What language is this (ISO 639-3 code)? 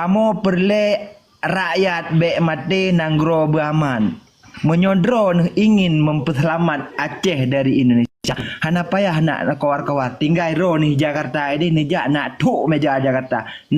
ace